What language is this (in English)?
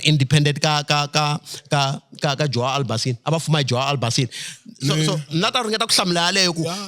Tsonga